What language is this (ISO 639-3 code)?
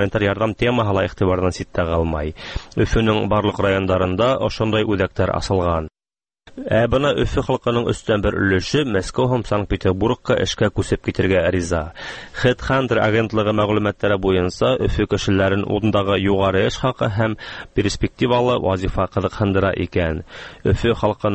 tat